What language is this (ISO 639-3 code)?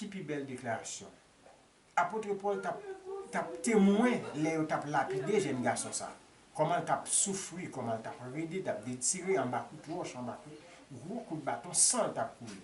hat